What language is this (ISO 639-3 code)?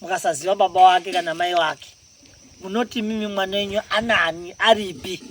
sna